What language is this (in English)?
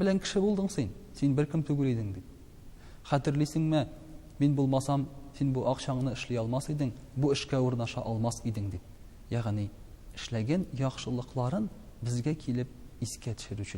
Tatar